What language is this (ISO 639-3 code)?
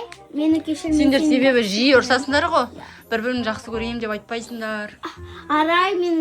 kaz